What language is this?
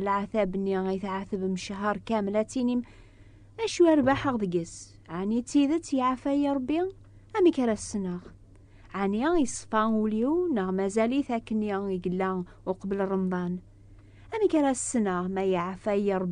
Kabyle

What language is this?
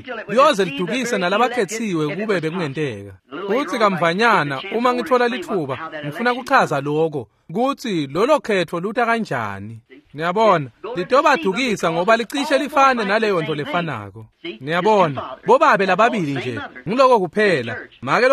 Swati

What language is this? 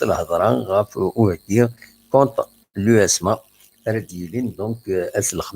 Kabyle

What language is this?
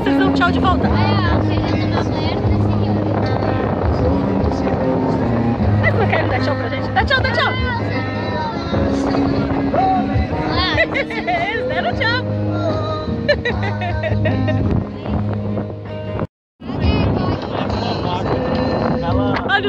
Portuguese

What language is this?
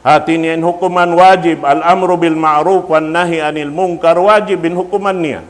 Tausug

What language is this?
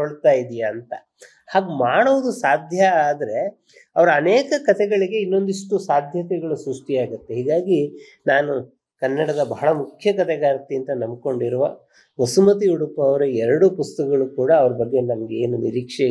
Kannada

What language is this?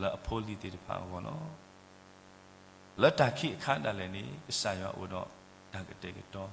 S'gaw Karen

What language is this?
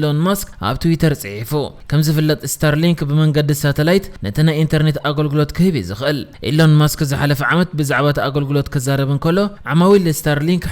Tigrinya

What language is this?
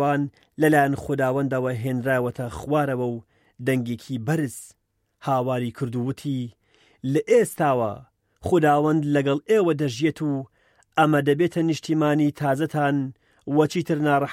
Central Kurdish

